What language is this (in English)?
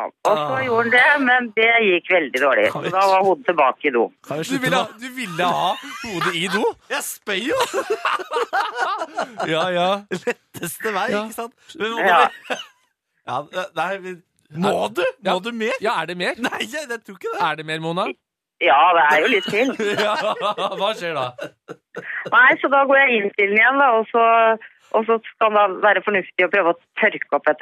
Norwegian